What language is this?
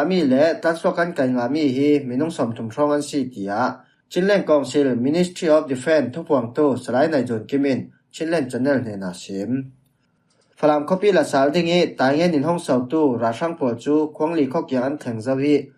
Falam Chin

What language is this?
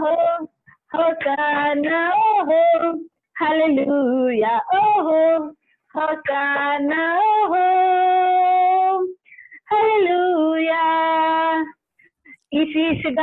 Telugu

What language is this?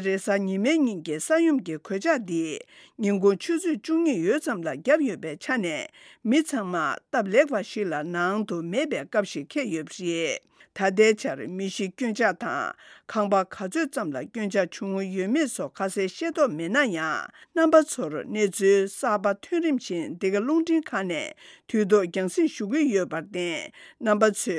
Tibetan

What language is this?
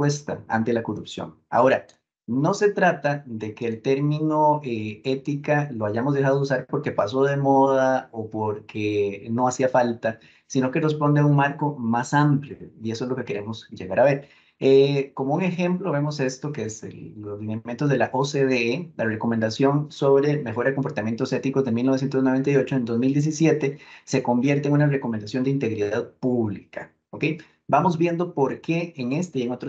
Spanish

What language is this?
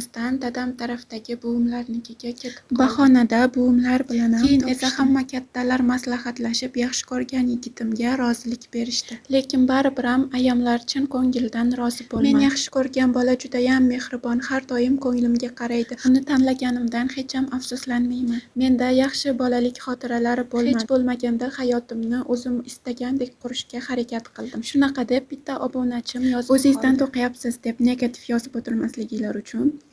Uzbek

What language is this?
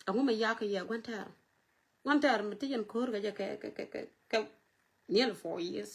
Nuer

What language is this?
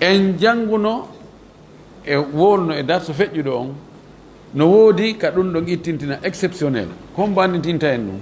Fula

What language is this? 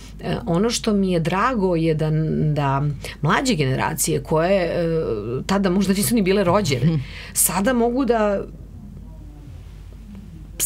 Serbian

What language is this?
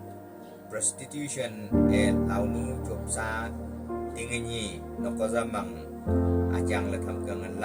Wancho Naga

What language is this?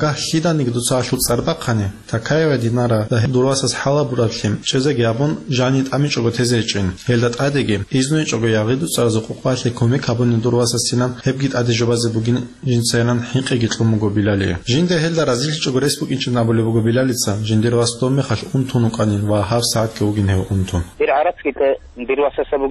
Avaric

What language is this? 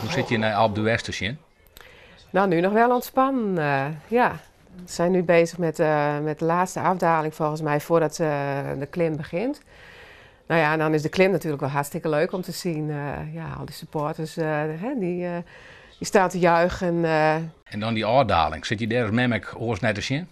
Western Frisian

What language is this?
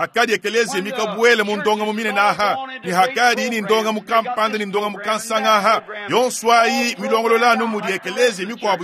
Luba-Lulua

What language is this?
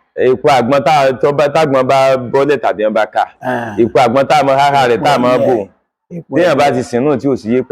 Yoruba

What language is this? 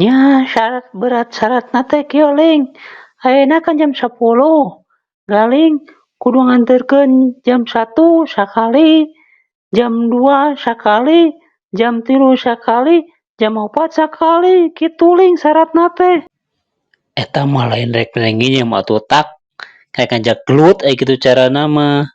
Sundanese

